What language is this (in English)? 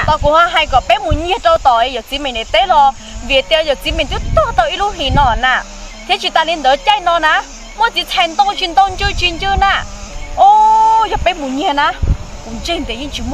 Hmong